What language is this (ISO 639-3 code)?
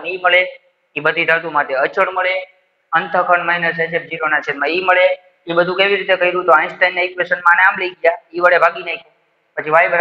guj